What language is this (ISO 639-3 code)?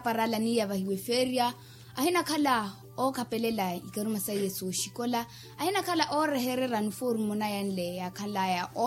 vmw